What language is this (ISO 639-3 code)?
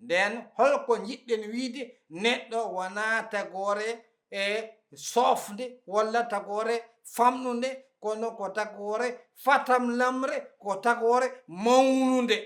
ful